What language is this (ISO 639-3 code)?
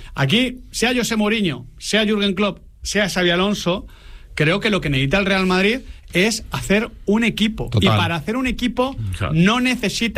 spa